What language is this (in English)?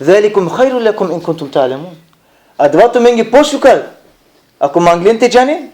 Balkan Romani